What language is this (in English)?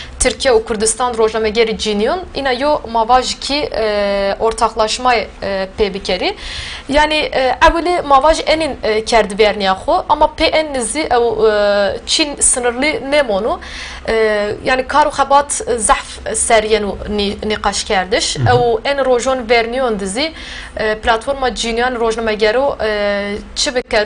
Zaza